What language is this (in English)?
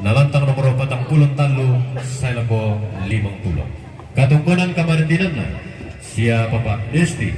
Toraja-Sa'dan